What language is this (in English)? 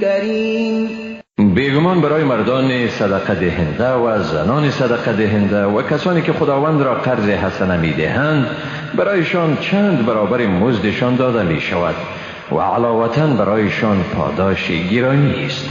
Persian